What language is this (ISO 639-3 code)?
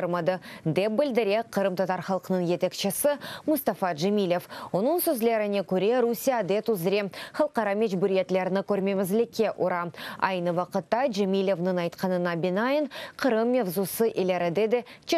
crh